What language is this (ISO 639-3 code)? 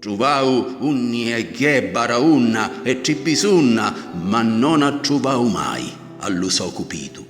scn